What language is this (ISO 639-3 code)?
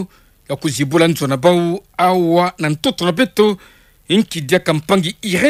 ktu